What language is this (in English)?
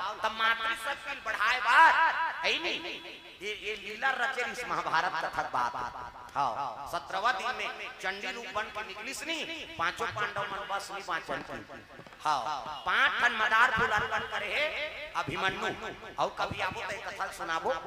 Chhattisgarhi